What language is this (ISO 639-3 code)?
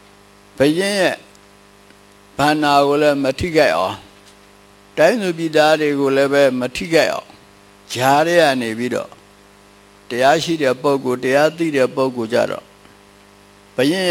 mya